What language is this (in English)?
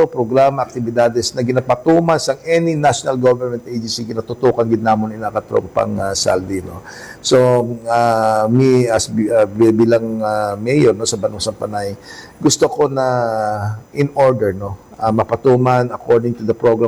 Hiligaynon